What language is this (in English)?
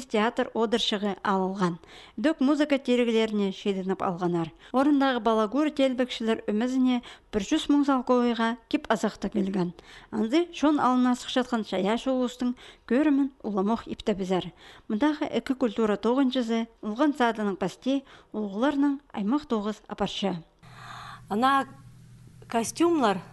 Khakas